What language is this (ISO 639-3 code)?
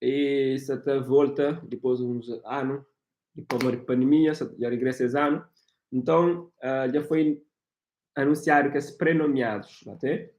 kea